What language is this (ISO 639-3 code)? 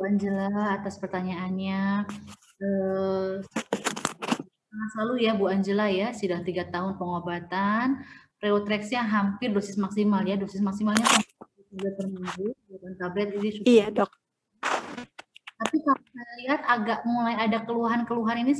ind